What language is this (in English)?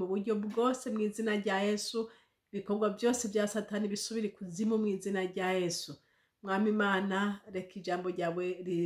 Rundi